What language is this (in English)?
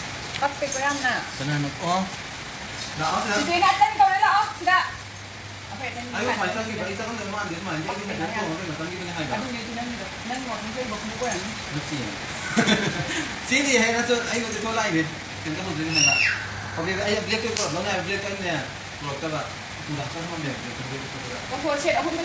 Manipuri